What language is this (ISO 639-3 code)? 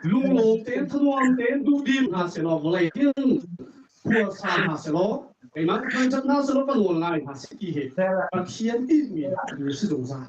cnh